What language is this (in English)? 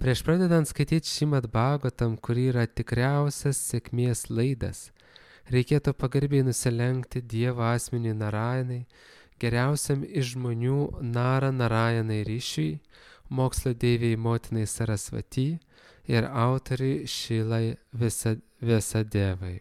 Lithuanian